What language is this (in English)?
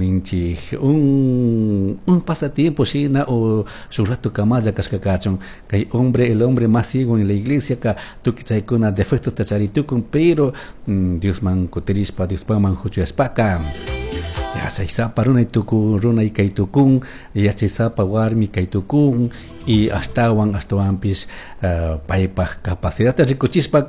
Chimborazo Highland Quichua